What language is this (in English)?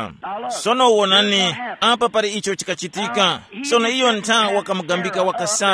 Tumbuka